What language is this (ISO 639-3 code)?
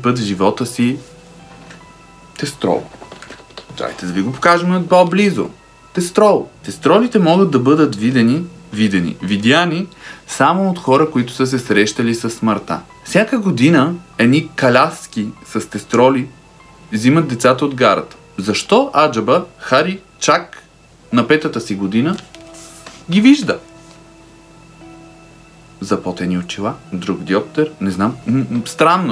bul